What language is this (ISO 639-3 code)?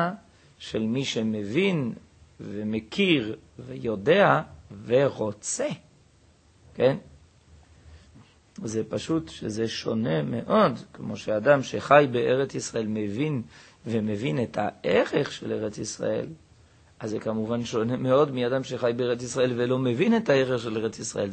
heb